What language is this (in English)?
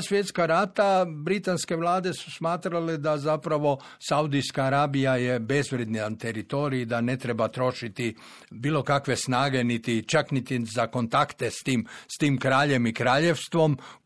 Croatian